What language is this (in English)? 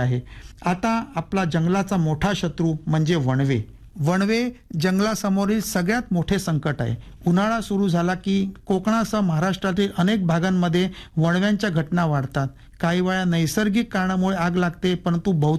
Marathi